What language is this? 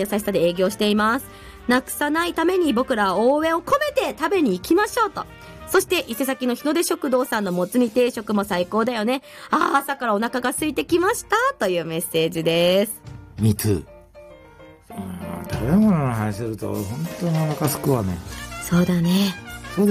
Japanese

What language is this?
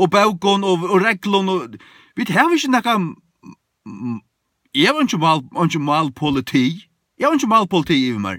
Faroese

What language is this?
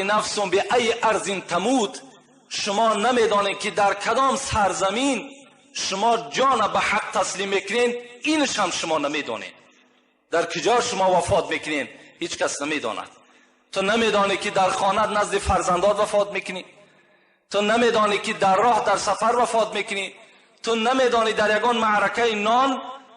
Tajik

